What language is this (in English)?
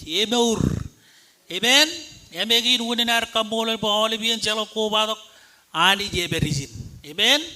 Marshallese